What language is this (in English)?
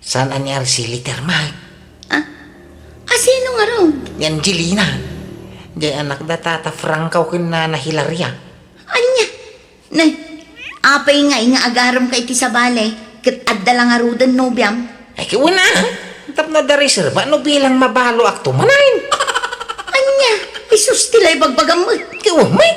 Iloko